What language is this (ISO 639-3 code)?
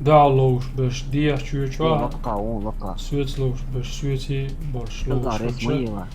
che